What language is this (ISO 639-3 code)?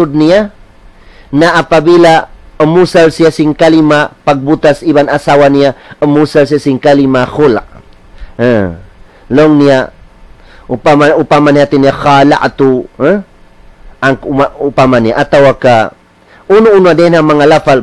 tsg